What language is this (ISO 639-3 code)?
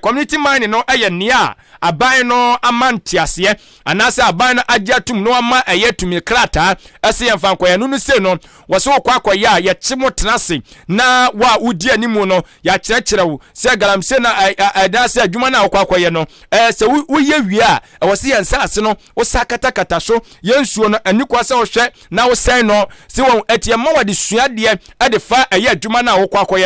aka